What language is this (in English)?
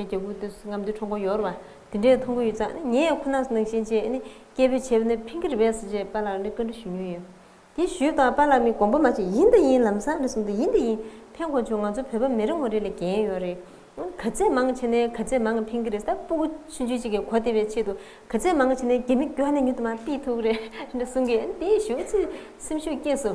Tibetan